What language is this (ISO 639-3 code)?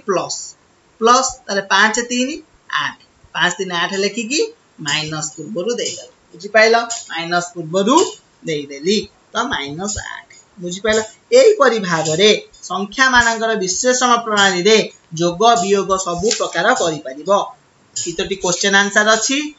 ori